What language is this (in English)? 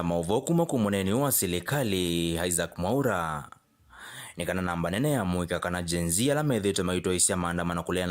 Kamba